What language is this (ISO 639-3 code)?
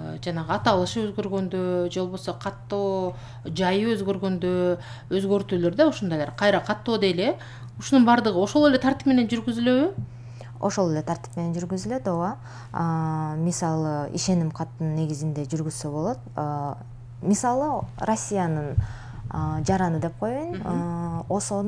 kir